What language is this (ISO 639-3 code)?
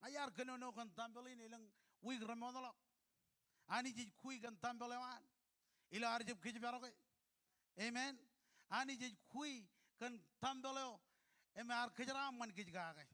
mah